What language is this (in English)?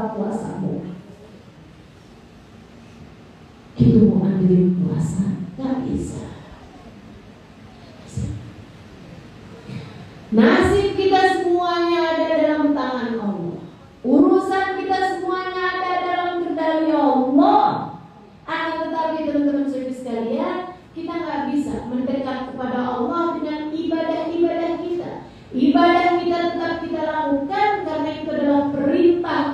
Indonesian